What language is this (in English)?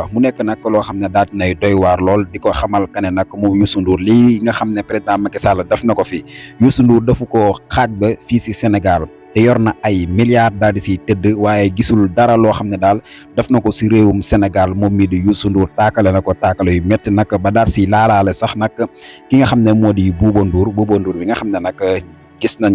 Wolof